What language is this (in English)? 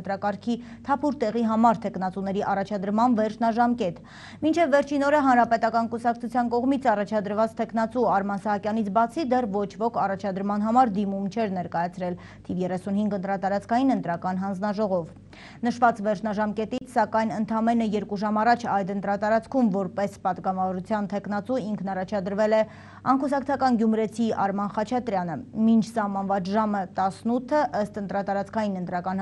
Armenian